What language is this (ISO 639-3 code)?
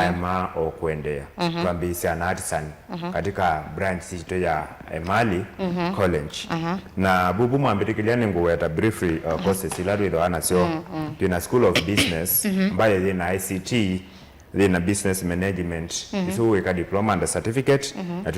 kam